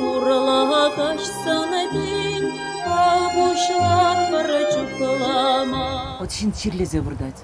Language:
Chuvash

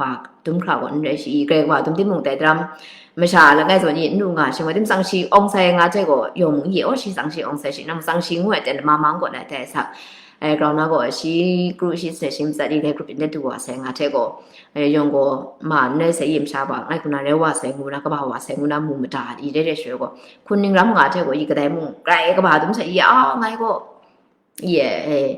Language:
Kachin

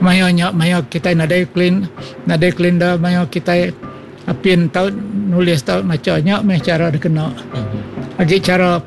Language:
Iban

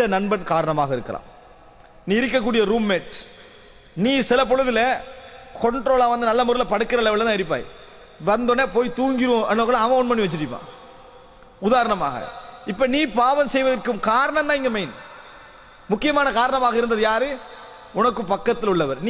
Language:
Tamil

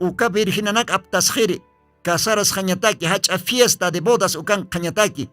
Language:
Aymara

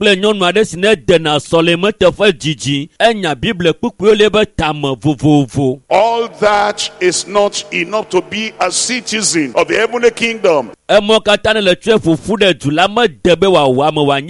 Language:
Ewe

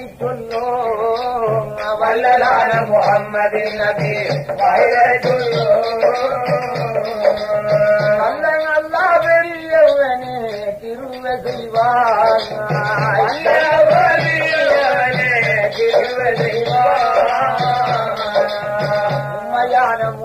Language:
Tamil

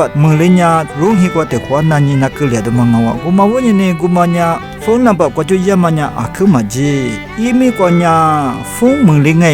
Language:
Lisu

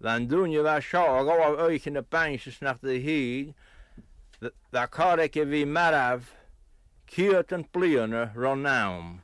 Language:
Scottish Gaelic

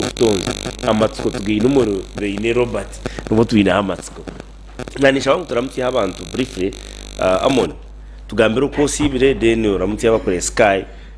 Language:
Nyankole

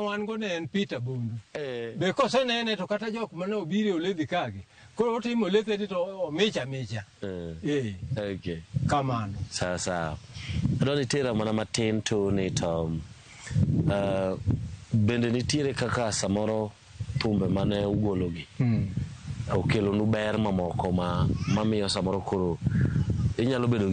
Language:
Luo (Kenya and Tanzania)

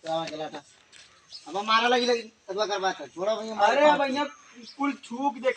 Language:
Awadhi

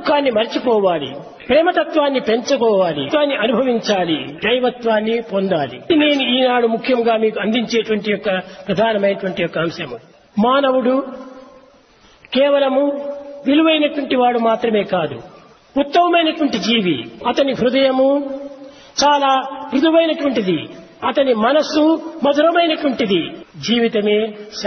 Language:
Telugu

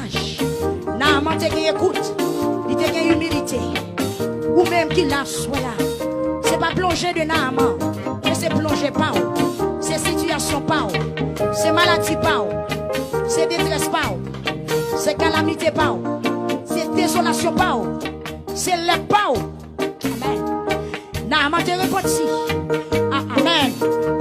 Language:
Haitian Creole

